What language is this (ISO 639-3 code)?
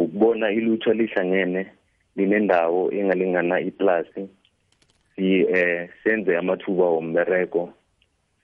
nbl